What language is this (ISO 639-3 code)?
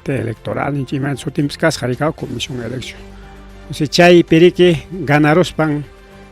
quy